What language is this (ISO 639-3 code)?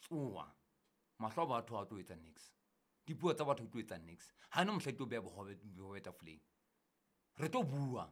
sot